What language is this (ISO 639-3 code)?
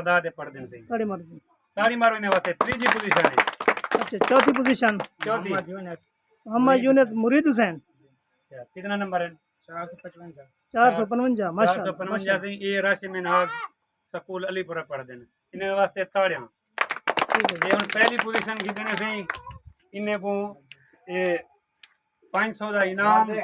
skr